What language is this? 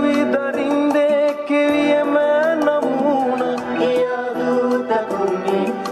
Divehi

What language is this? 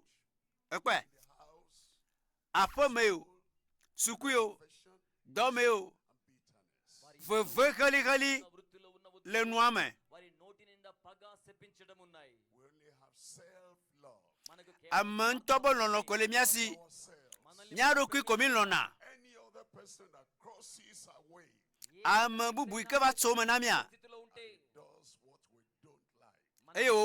Ewe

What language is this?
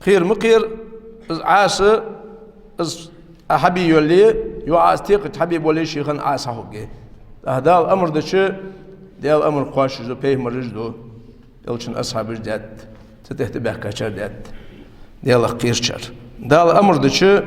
Ingush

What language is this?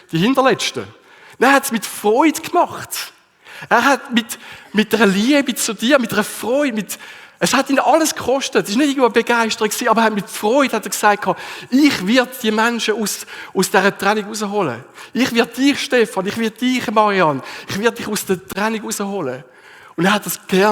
Swiss German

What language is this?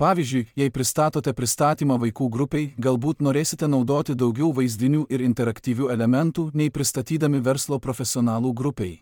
Lithuanian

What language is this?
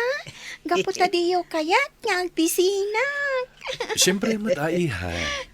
Iloko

